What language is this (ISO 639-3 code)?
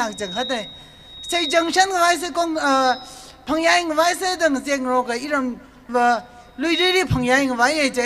nmf